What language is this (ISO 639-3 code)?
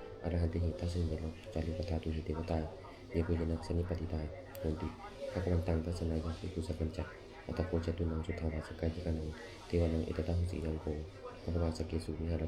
pli